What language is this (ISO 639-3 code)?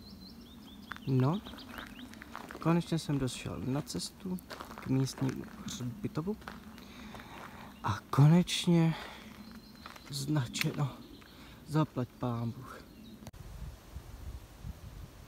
ces